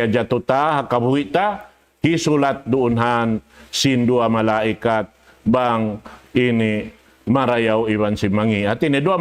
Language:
Tausug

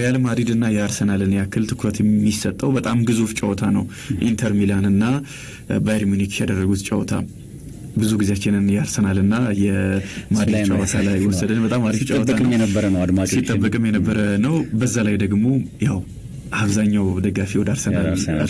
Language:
Amharic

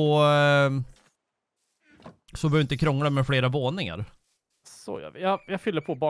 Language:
Swedish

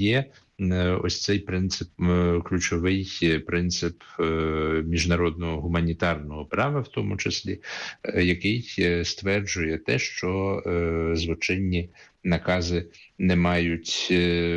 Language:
Ukrainian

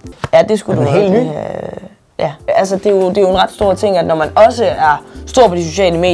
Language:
Danish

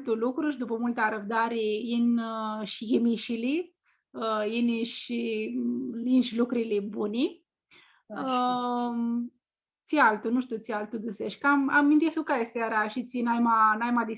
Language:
Aromanian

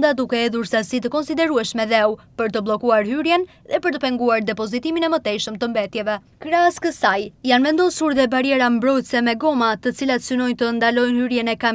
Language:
Albanian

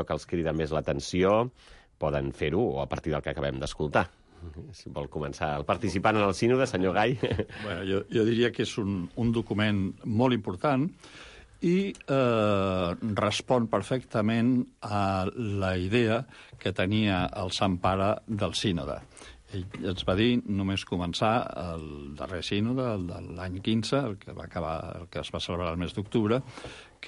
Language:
Catalan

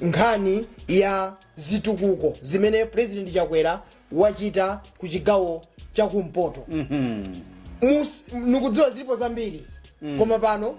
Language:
Nyanja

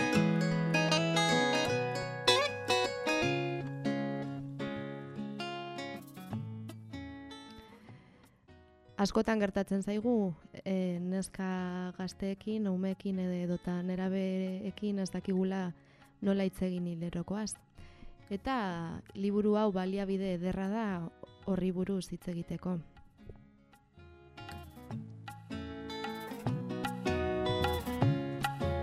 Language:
Basque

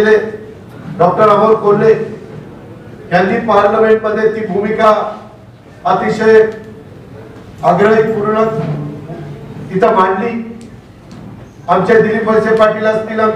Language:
Marathi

